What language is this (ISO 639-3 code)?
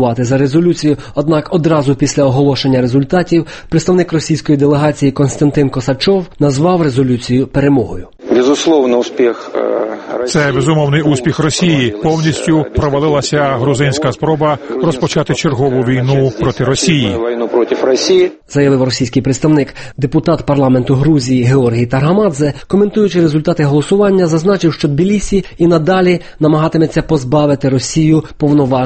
ukr